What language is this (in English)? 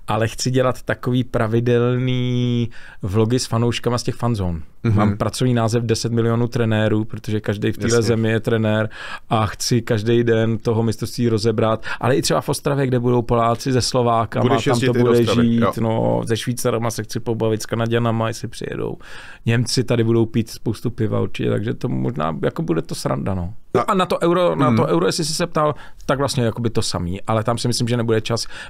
Czech